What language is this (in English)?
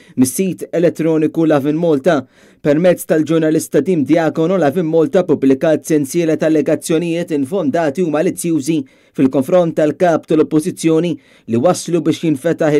Maltese